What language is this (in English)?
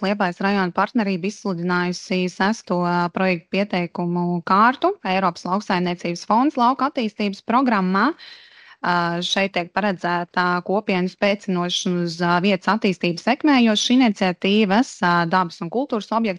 Latvian